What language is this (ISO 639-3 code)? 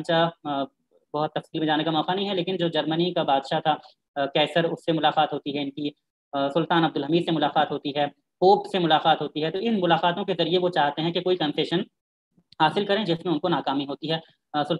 urd